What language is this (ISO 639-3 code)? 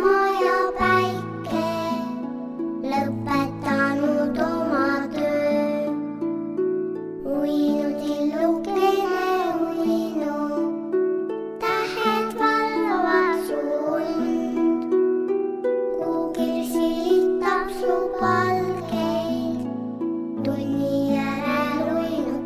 est